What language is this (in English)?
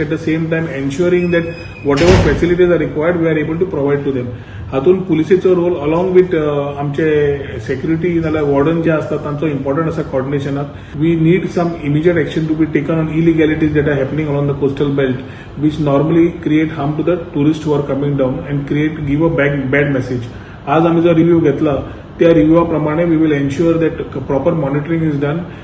Konkani